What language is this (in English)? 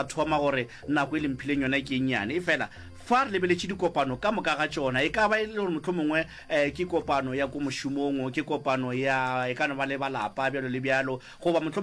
Northern Sotho